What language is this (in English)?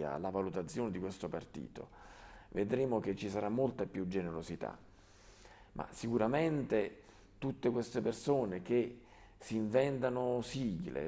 Italian